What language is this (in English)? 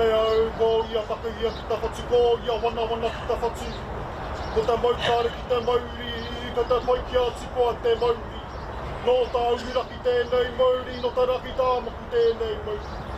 Māori